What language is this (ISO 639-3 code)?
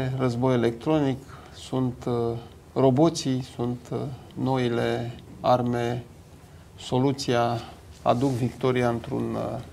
ron